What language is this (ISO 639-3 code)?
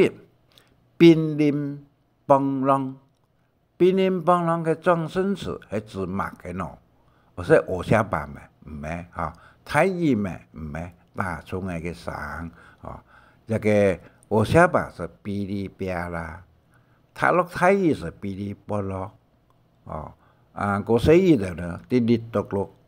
hak